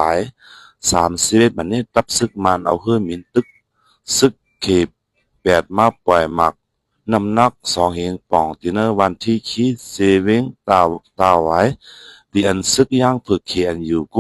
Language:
Shan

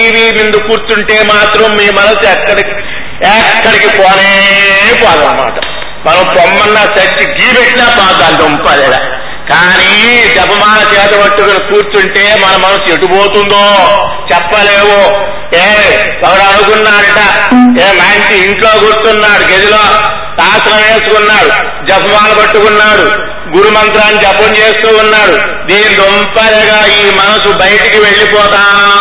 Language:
Telugu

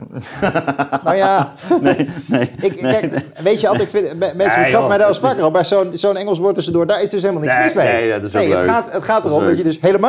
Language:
Dutch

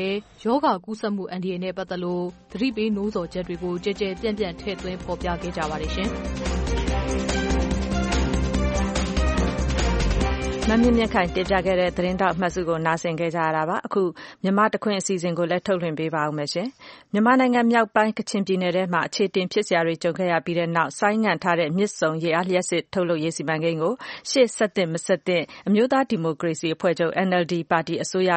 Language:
Burmese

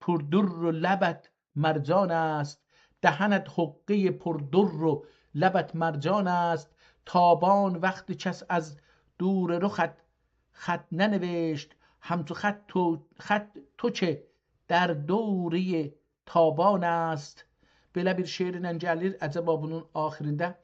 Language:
South Azerbaijani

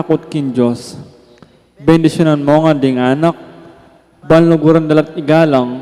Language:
Pampanga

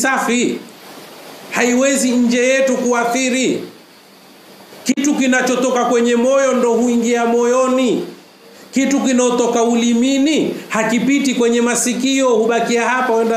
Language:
Swahili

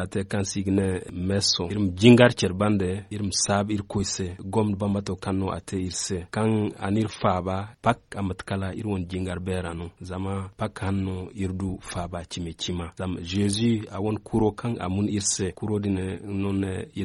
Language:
Zarma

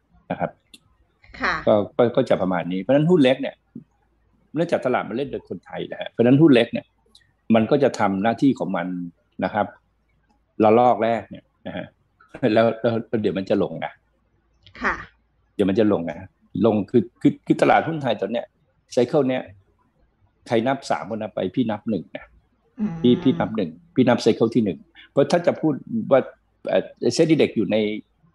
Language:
Thai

